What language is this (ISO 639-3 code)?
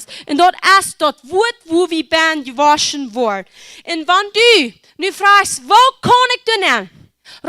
pdt